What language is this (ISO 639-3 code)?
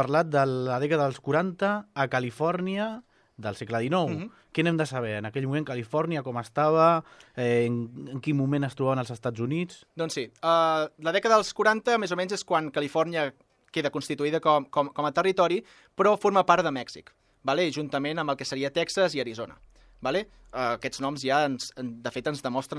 cat